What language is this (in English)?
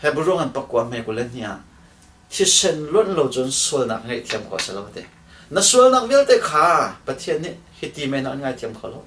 Hakha Chin